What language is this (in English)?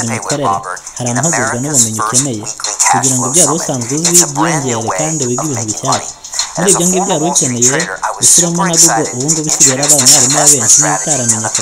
Kinyarwanda